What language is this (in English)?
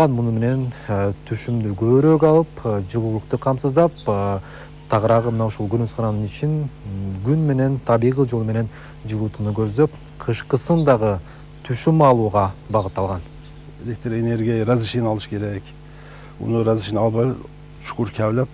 Kyrgyz